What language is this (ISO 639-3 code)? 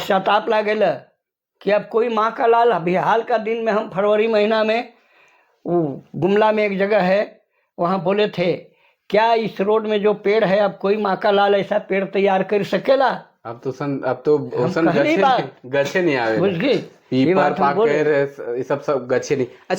sck